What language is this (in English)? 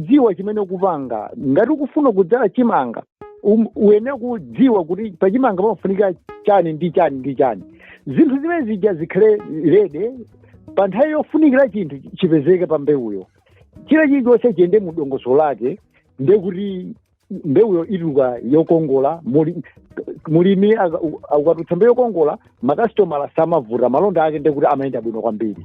Nyanja